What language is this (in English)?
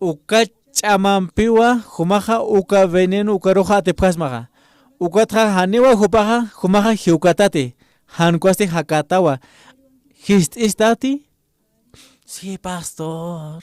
Aymara